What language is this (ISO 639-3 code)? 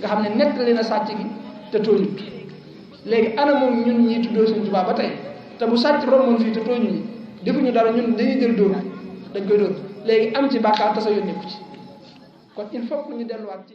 wol